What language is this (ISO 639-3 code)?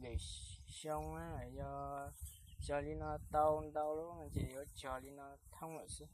hmn